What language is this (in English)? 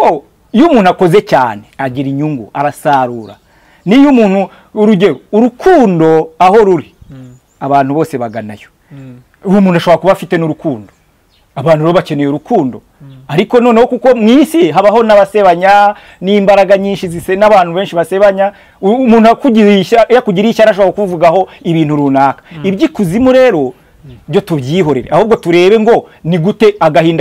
Kinyarwanda